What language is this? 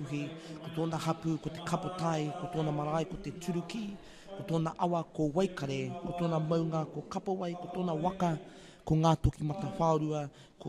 Māori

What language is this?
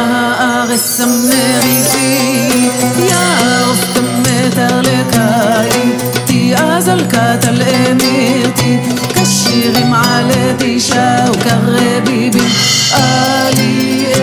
Hebrew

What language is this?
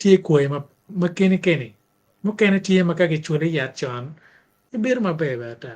Acoli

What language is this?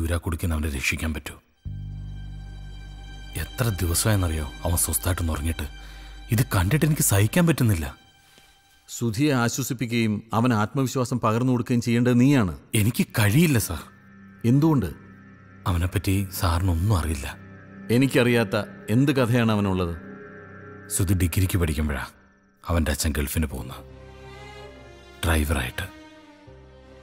Malayalam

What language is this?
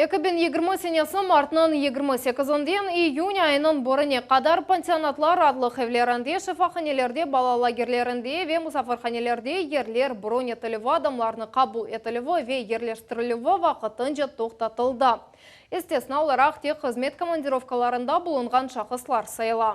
Crimean Tatar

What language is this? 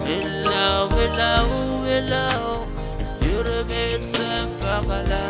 Pohnpeian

